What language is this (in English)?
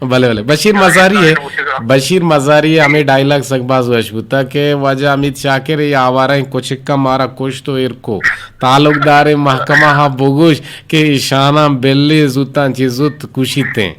Eastern Balochi